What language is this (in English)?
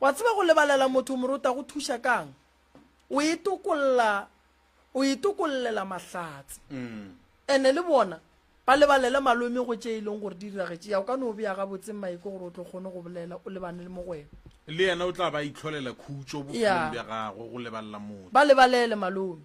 Northern Sotho